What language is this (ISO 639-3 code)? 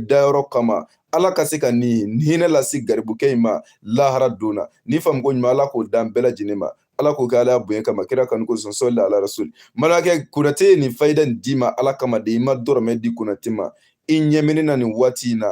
bam